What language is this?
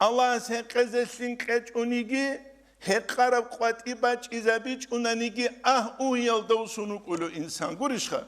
Avaric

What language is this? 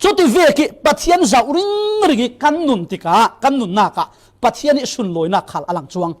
Falam Chin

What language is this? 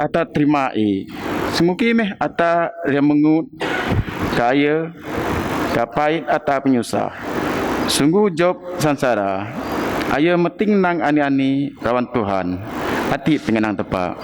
Biatah Bidayuh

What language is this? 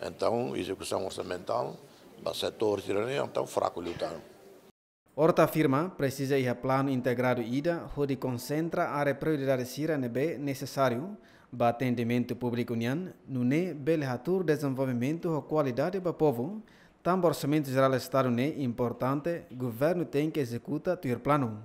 Tetum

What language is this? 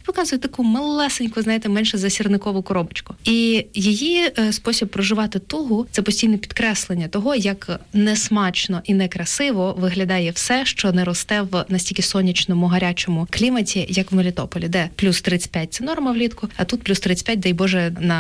Ukrainian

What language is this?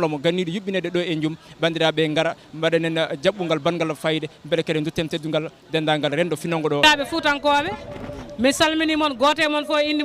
Fula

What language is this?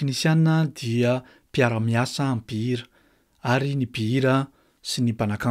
Malagasy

